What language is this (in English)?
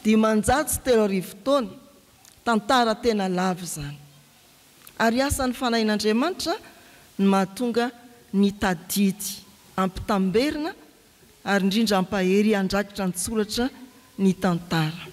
Malagasy